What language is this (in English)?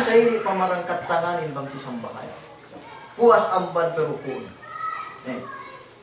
Yakan